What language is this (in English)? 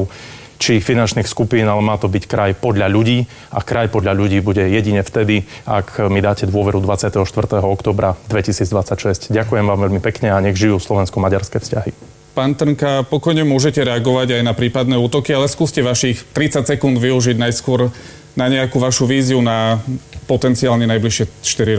Slovak